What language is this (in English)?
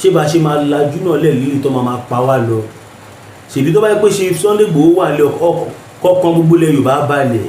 Yoruba